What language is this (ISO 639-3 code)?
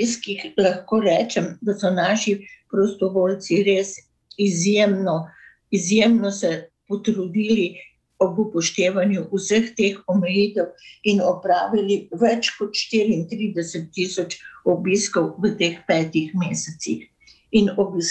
slv